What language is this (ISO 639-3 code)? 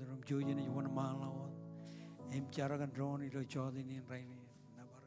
mah